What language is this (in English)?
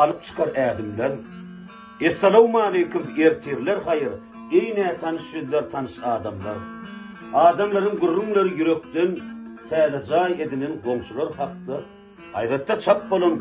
Turkmen